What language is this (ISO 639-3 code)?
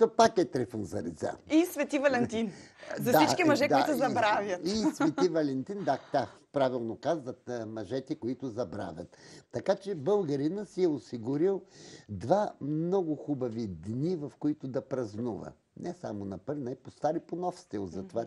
bul